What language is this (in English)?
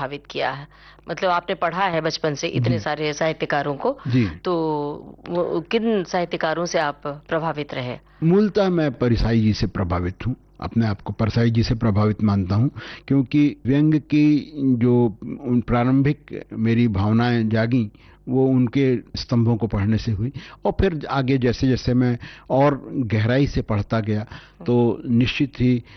Hindi